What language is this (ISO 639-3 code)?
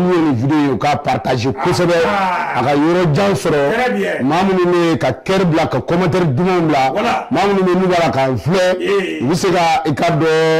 bam